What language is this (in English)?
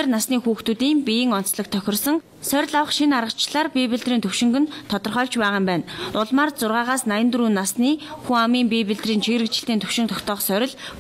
Mongolian